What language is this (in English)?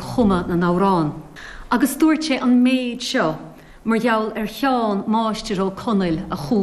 Irish